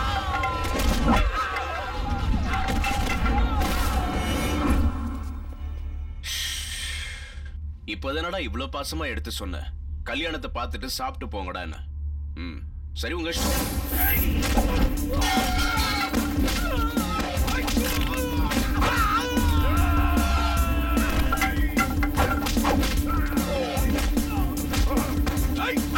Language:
Tamil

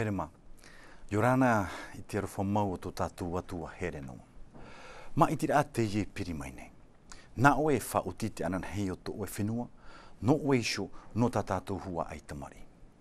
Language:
Tahitian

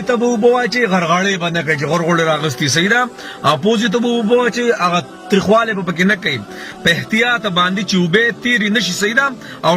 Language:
Pashto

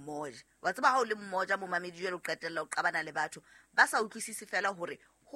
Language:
Southern Sotho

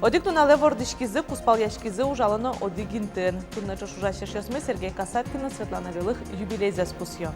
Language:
Udmurt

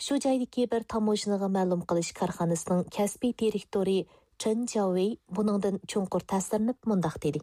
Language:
Uyghur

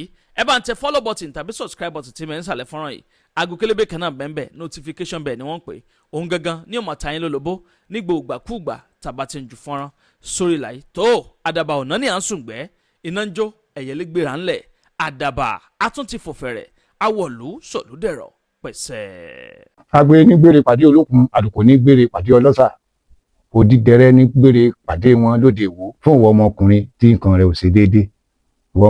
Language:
Yoruba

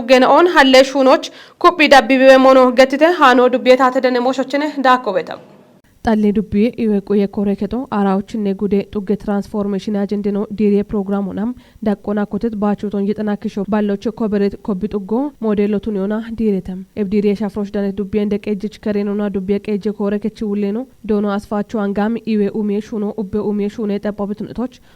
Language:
Kafa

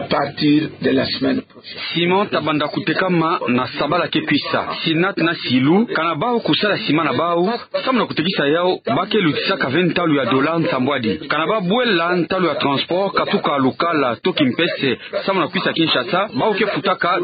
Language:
Kituba (Democratic Republic of Congo)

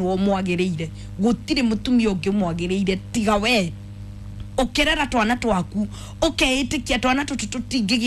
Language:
Kikuyu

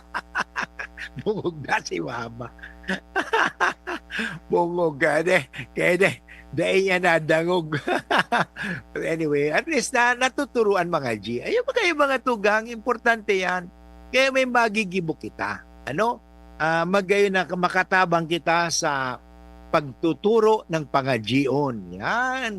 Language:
Bikol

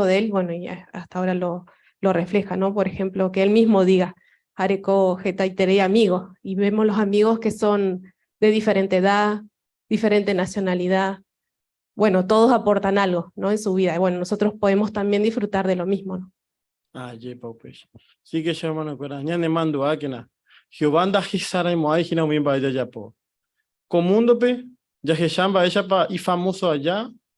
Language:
Guarani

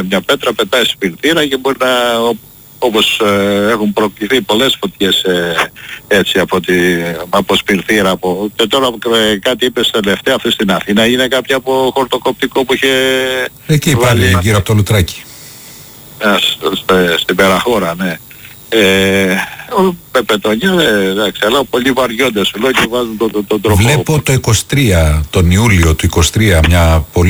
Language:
Greek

